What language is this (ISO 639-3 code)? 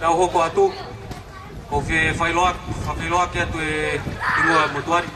ton